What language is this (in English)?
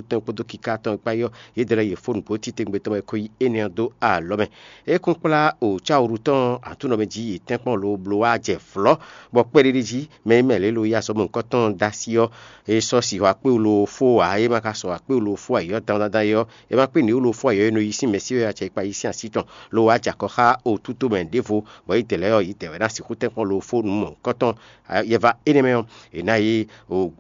Fon